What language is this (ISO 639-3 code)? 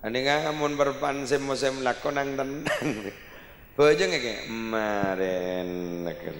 mad